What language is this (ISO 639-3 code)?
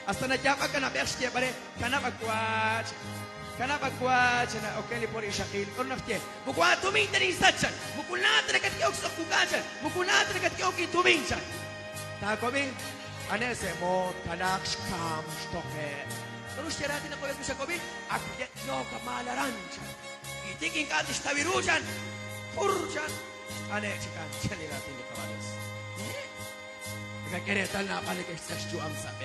kek